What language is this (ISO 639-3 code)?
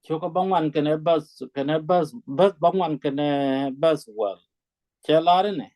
nus